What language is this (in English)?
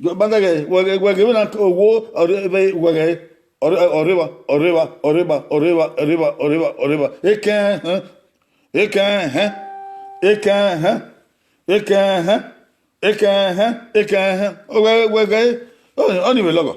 Bini